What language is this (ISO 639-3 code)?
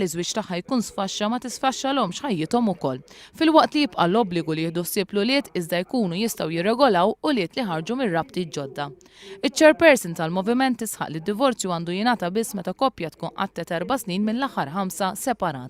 mlt